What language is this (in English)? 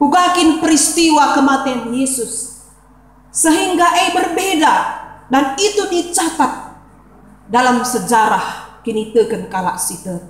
Batak Karo